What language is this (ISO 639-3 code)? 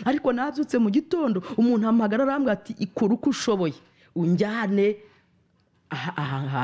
kin